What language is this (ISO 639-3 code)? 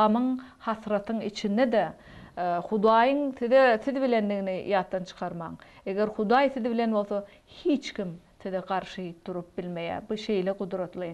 tuk